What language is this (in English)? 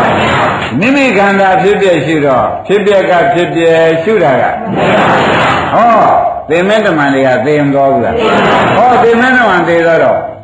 Burmese